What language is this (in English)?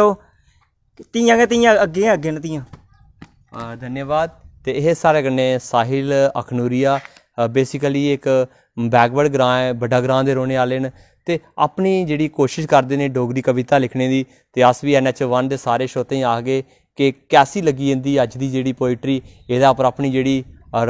Dogri